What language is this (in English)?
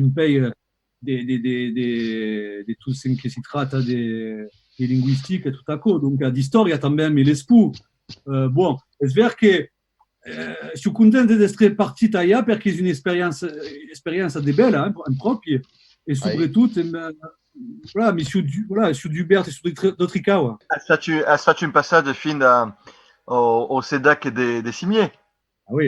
Occitan